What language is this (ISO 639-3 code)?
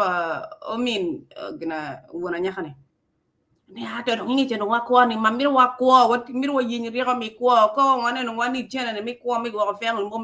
ach